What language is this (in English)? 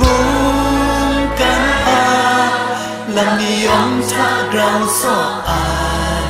Kachin